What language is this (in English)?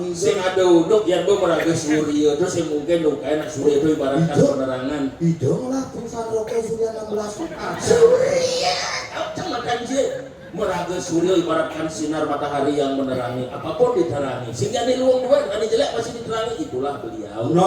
Balinese